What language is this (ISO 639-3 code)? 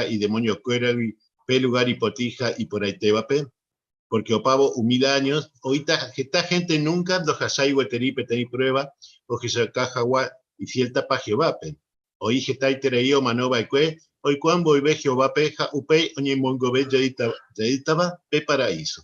grn